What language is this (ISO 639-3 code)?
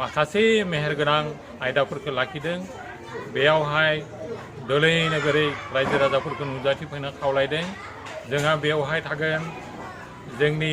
brx